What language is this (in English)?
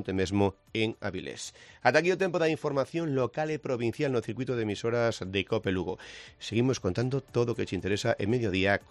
Galician